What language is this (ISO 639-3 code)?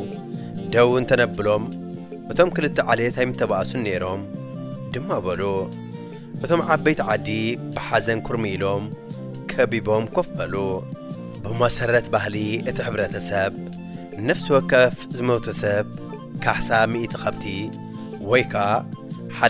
tir